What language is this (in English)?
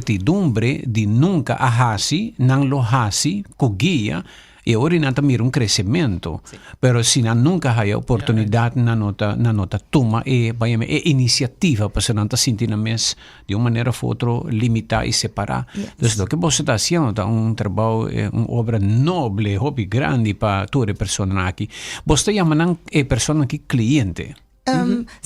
Papiamento